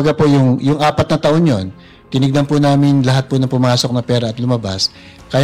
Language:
Filipino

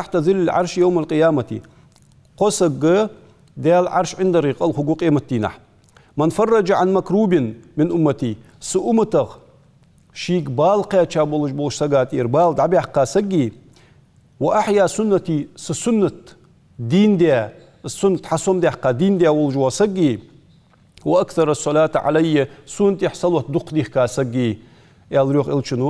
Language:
Ingush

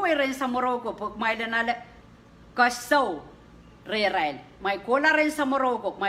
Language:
Pohnpeian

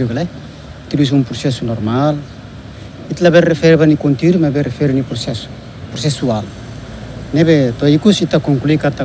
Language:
Tetum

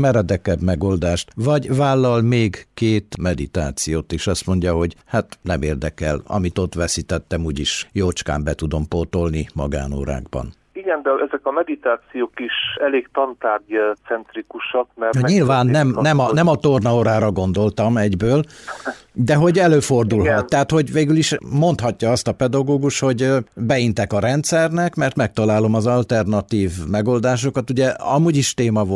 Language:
Hungarian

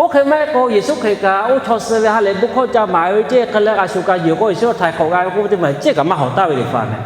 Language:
Lahu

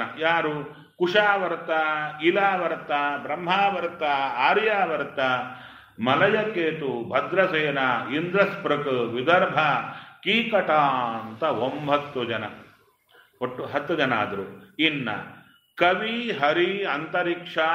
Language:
Kannada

